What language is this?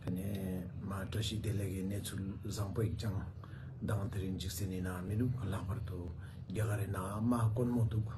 Ladakhi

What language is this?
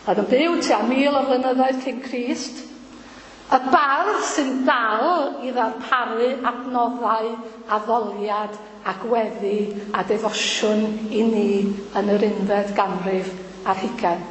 Welsh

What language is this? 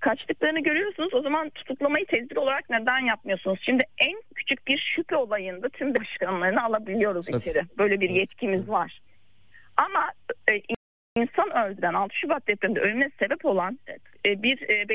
Turkish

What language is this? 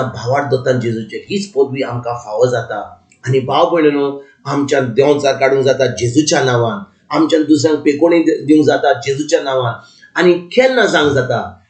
Konkani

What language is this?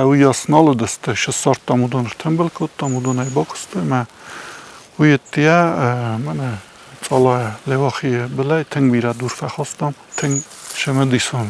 Ossetic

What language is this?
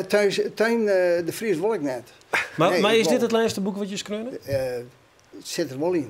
Western Frisian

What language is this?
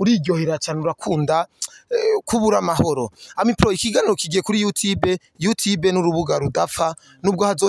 Rundi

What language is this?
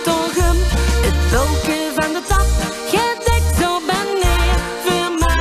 Limburgish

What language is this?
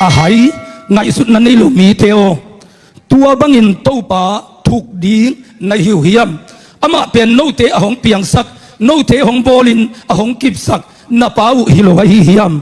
Tedim Chin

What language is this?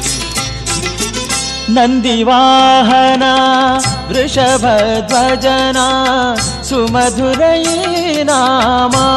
Kannada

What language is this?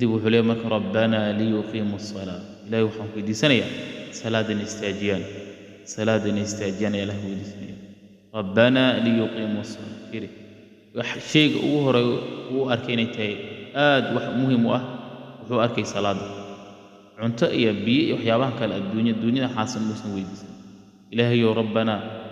Somali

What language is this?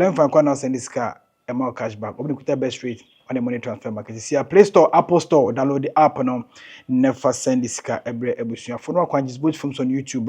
Akan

